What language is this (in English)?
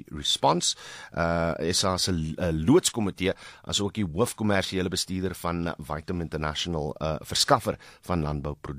Afrikaans